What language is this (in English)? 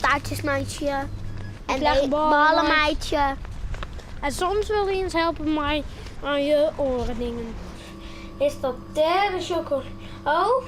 Western Frisian